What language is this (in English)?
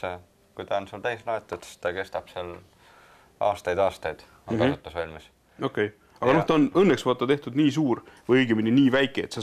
Estonian